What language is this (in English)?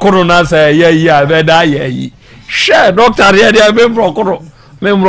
Akan